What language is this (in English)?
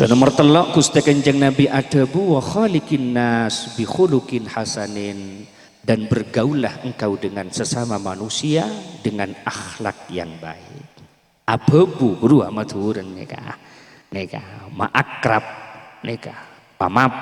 Madurese